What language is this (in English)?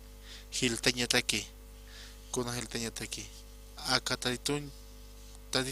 Aymara